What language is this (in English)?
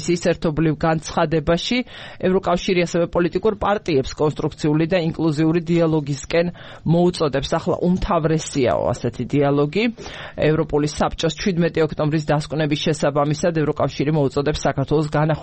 Georgian